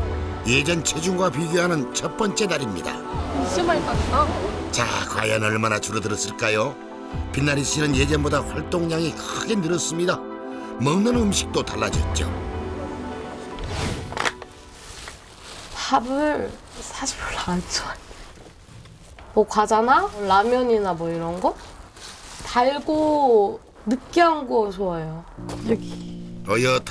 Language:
Korean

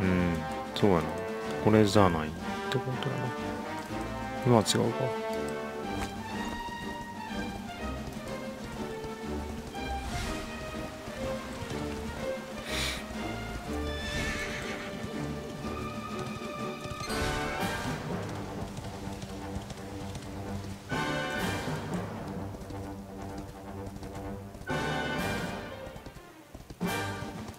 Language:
Japanese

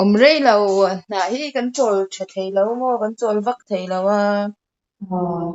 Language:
Mizo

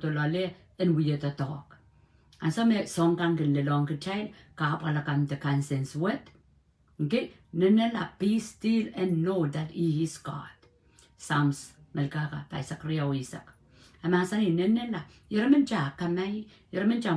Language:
Pohnpeian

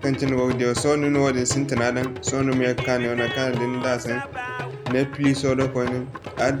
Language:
Zarma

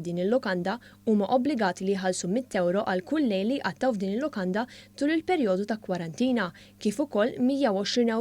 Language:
Maltese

